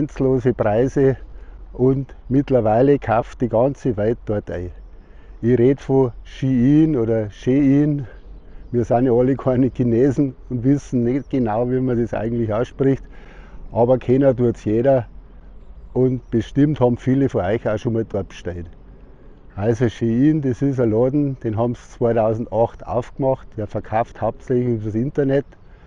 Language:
Bavarian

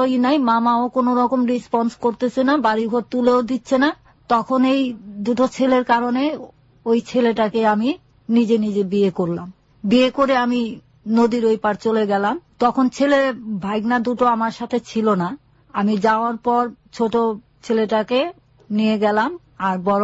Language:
Bangla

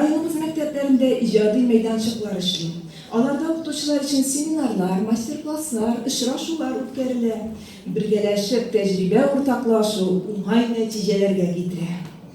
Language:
Tatar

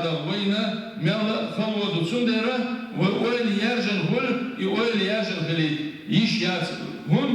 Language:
Chechen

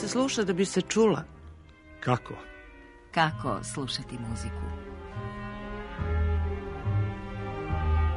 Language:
Serbian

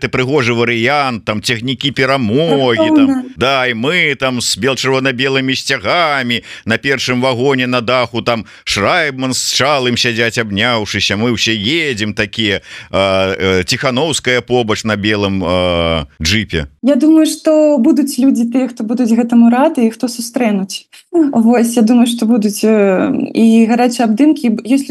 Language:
Belarusian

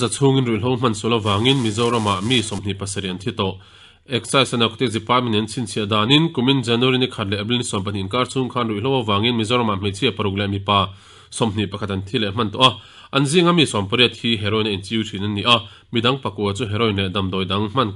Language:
Mizo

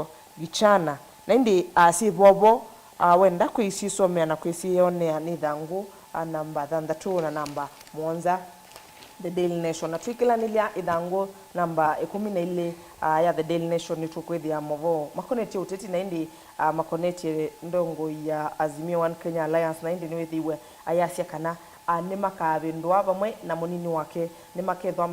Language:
Kamba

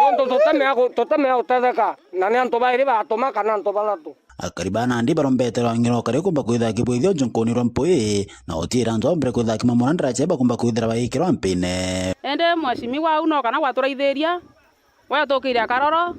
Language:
Meru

